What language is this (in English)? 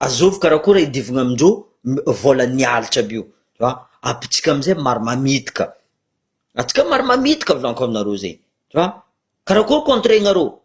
Malagasy